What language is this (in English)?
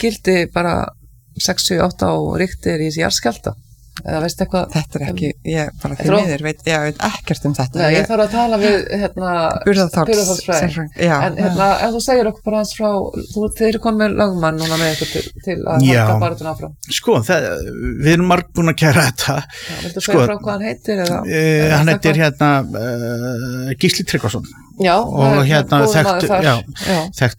Icelandic